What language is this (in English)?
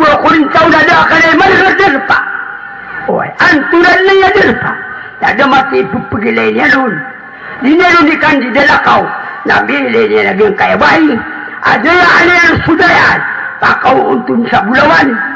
Maranao